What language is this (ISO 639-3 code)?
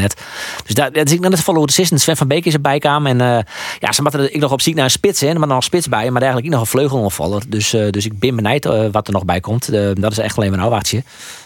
fry